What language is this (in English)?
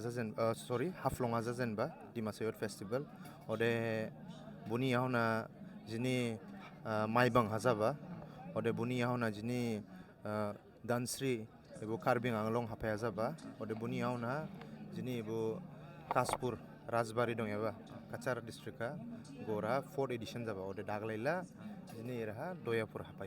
Dimasa